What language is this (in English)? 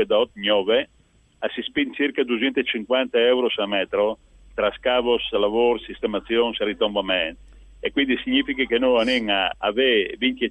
Friulian